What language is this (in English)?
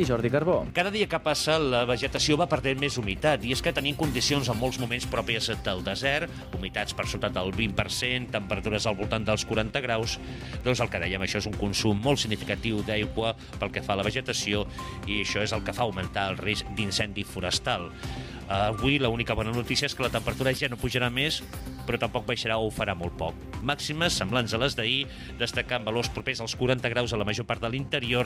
Catalan